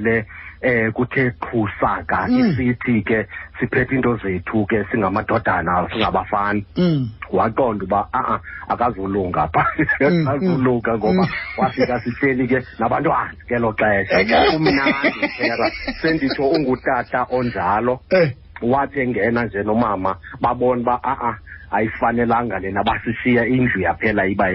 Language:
Xhosa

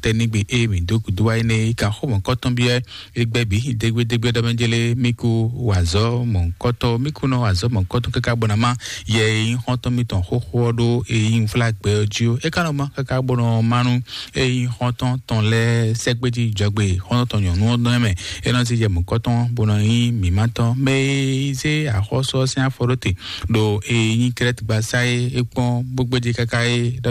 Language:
Fon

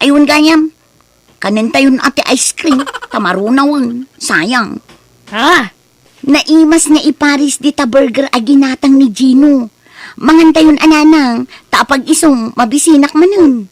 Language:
Iloko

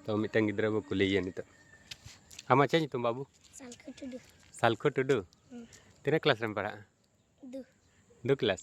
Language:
Santali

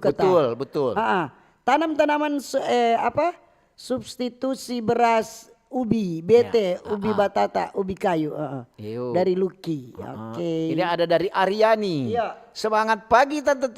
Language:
Manado Malay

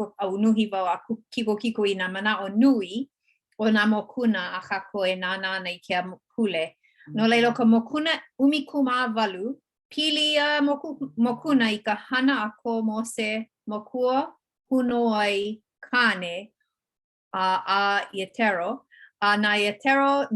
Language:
Hawaiian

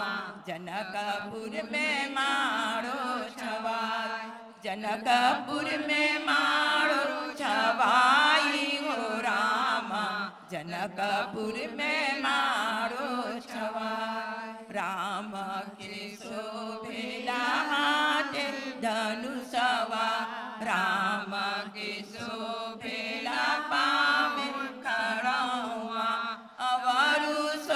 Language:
Bhojpuri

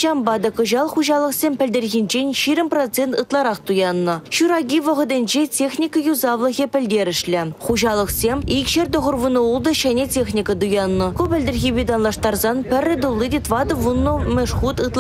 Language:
Chuvash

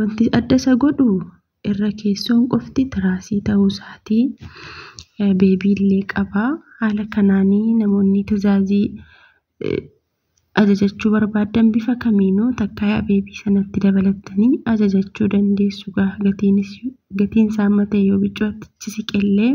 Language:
Oromo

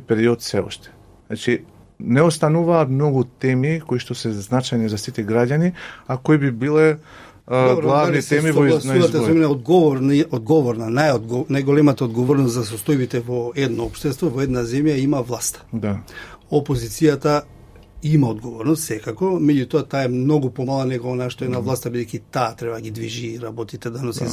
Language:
Macedonian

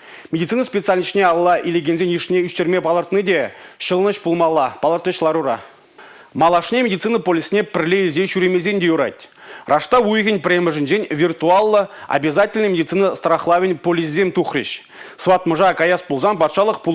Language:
Chuvash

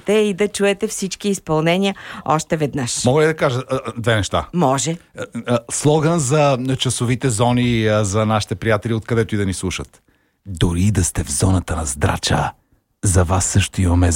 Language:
Bulgarian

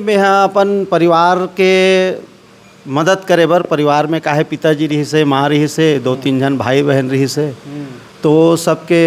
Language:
Chhattisgarhi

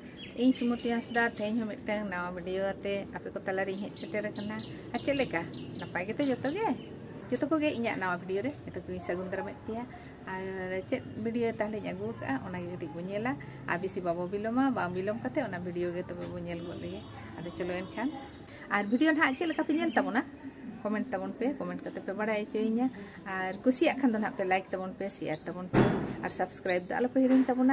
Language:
Santali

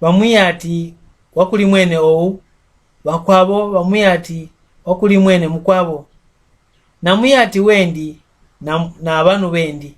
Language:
Mbunda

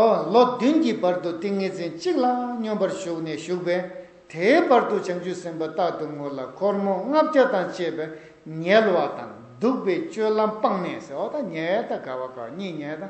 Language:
Tibetan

